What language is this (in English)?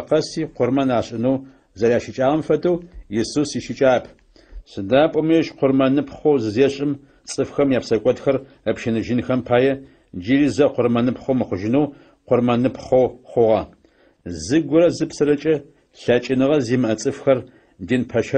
Adyghe